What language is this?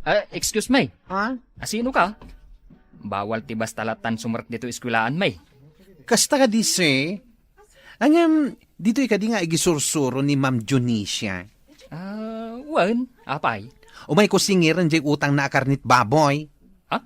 Iloko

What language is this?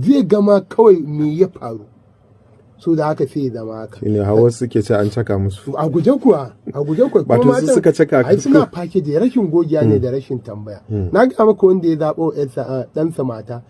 Hausa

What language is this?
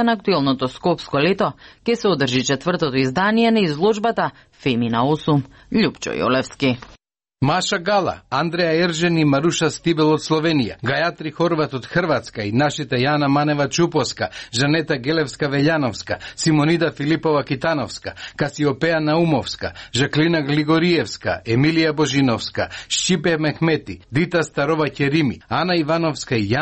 Macedonian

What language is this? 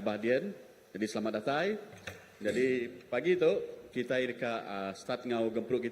Iban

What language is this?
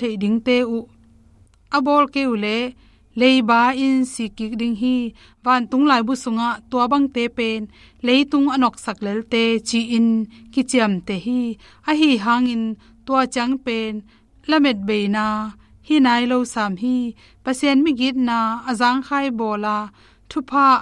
Tedim Chin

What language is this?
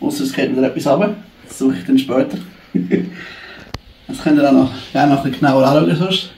Swiss German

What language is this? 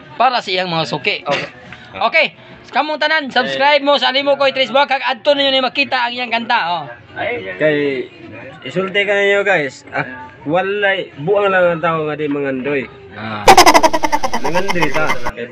Cebuano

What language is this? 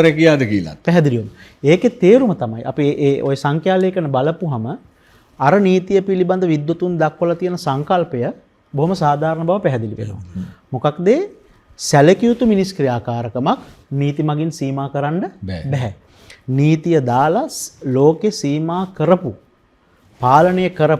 Sinhala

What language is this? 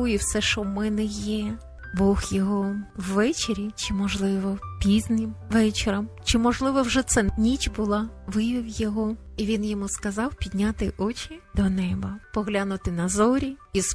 Ukrainian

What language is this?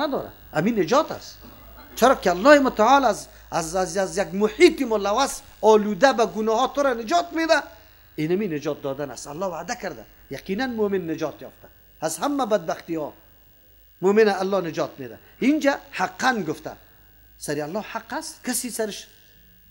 Persian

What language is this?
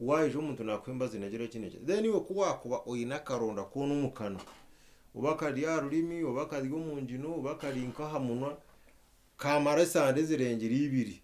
Nyankole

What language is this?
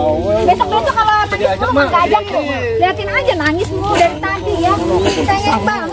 Betawi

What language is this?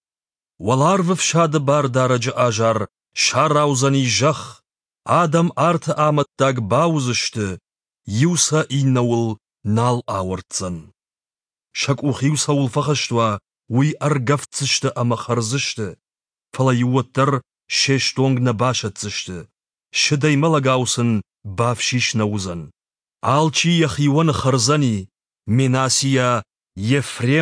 Ossetic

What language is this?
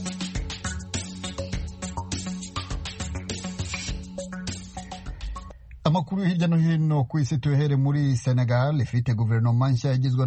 Kinyarwanda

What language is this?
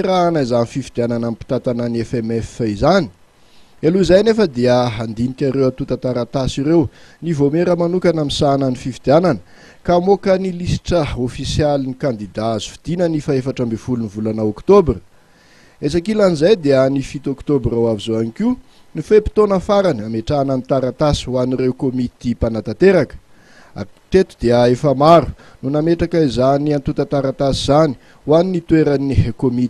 Malagasy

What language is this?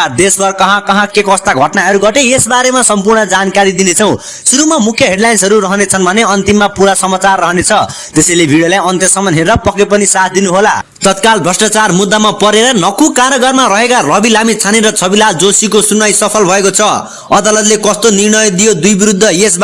Nepali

